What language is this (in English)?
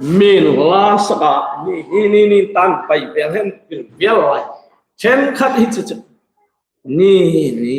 Hmar